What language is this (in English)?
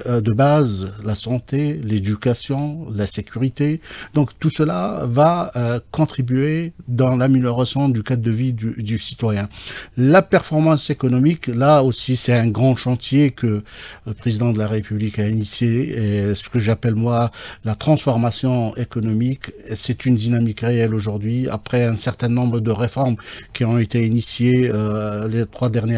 French